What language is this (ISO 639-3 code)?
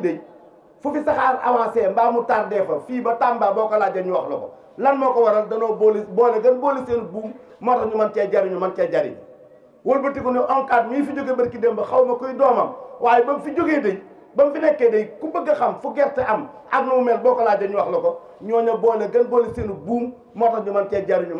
wol